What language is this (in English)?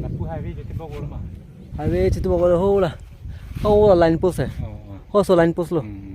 Karbi